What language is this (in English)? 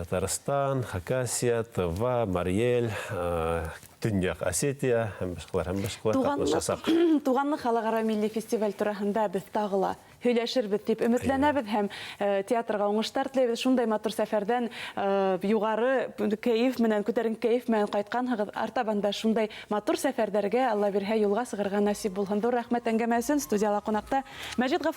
Bashkir